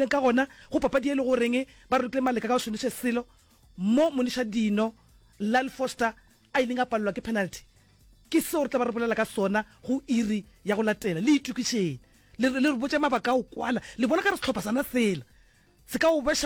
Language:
Northern Sotho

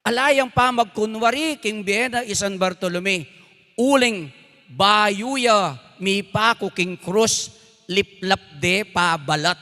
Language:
Pampanga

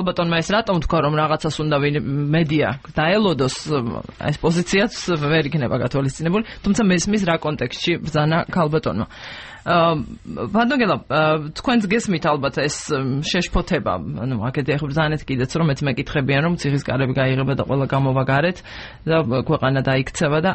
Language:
Georgian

